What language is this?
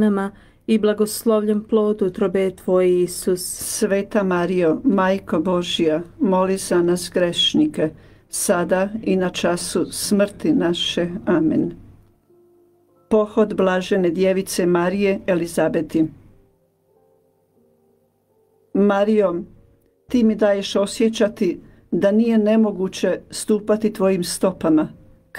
Croatian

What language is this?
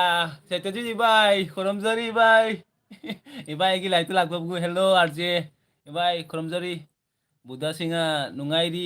Manipuri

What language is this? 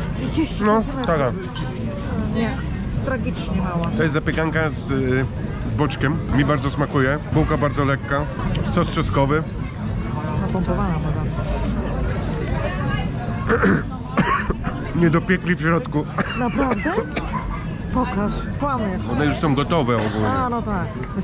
Polish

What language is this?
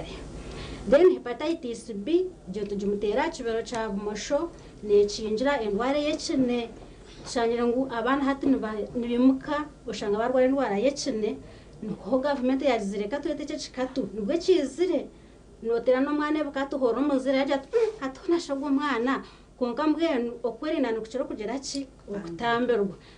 Nyankole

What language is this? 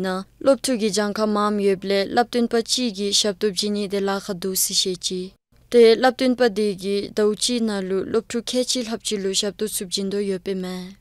Dzongkha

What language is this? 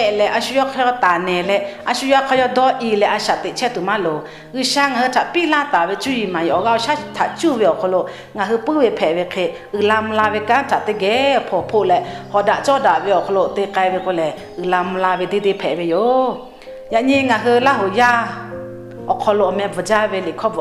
Lahu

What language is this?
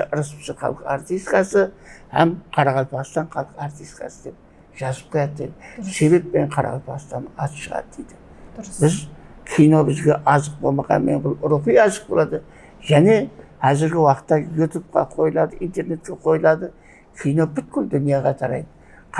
Kara-Kalpak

